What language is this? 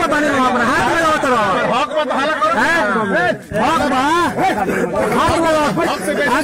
Bhojpuri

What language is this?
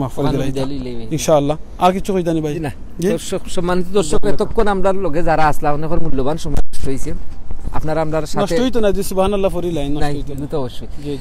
Sylheti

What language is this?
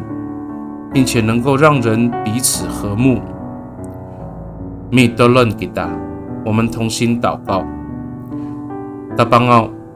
Amis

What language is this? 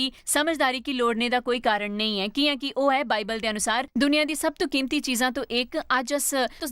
Dogri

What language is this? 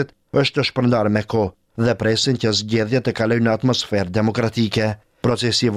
Albanian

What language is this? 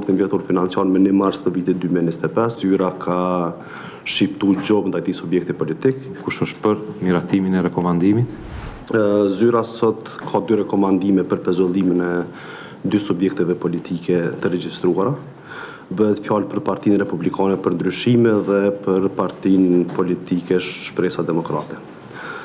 Albanian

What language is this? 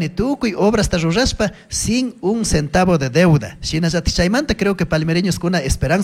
Chimborazo Highland Quichua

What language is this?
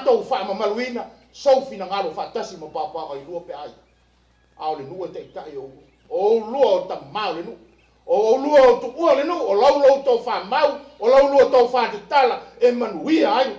Samoan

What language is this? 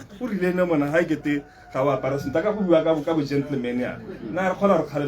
Tswana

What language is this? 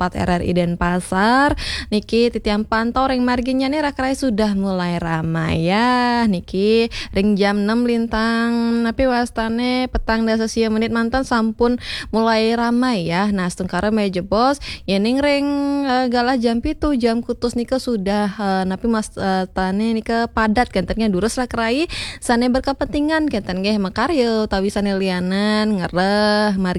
Balinese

